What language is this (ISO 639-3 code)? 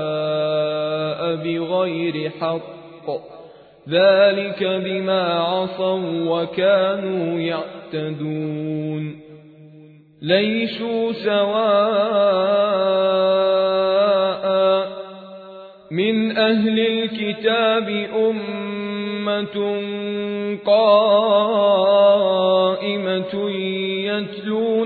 ara